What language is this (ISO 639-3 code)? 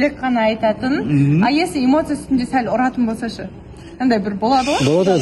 kaz